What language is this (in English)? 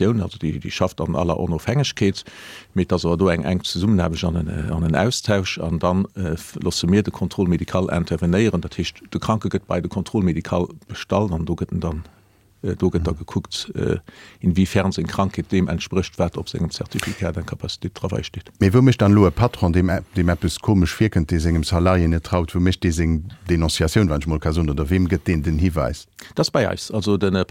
Luxembourgish